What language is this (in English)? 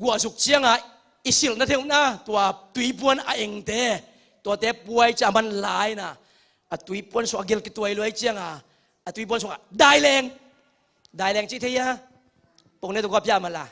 Tedim Chin